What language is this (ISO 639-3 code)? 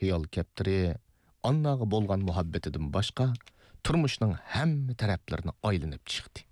uig